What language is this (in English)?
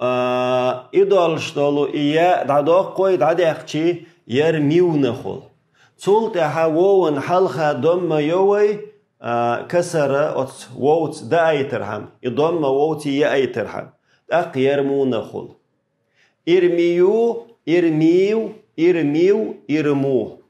Chechen